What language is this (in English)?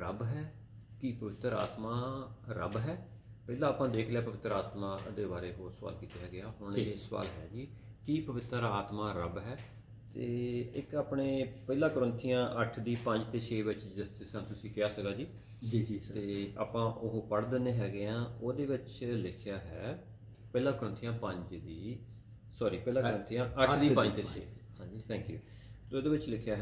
Punjabi